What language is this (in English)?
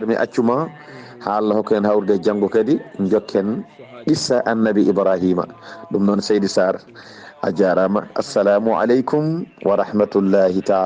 Fula